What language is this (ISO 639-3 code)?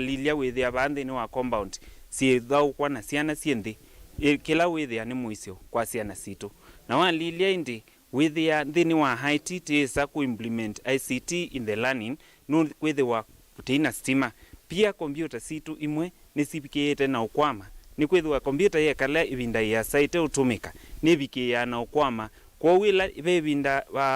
kam